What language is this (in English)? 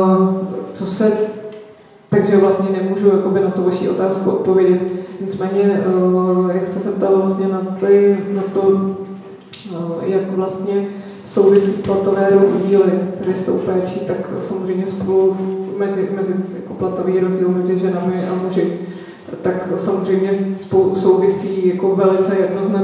Czech